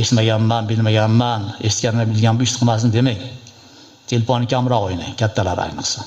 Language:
Uzbek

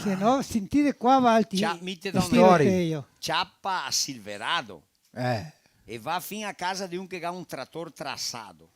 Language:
Venetian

